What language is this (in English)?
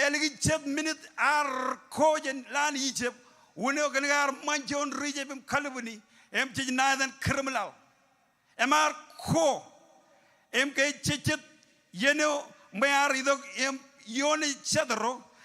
Marshallese